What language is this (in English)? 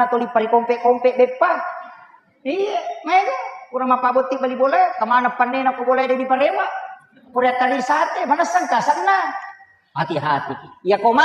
Buginese